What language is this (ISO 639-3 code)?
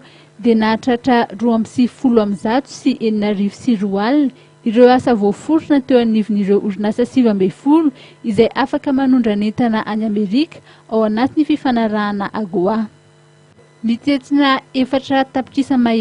mlg